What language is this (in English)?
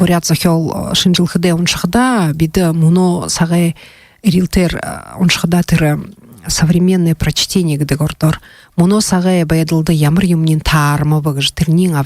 Buriat